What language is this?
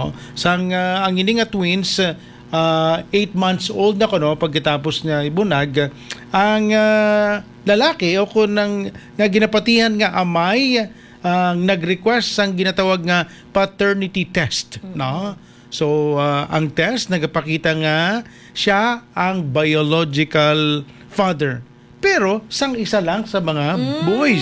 Hiligaynon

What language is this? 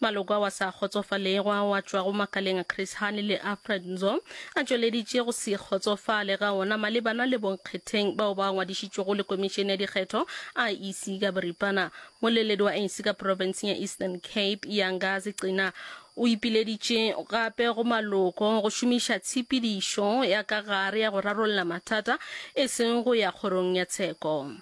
Northern Sotho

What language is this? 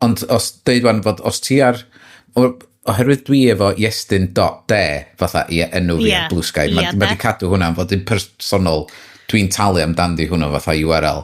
Welsh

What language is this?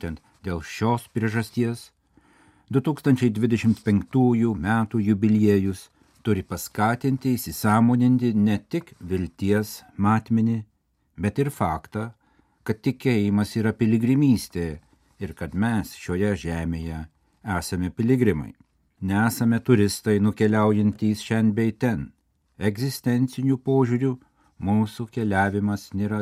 Lithuanian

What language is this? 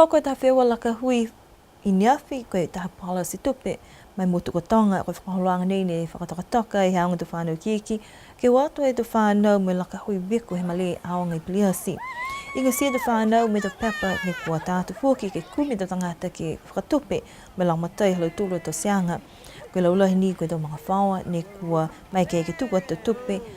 Niuean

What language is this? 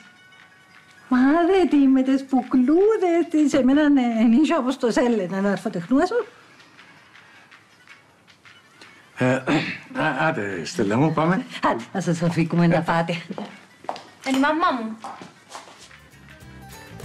Greek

